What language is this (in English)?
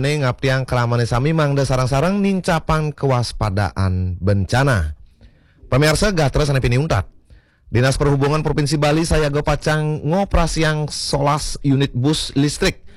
Balinese